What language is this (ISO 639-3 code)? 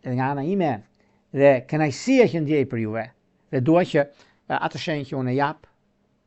sqi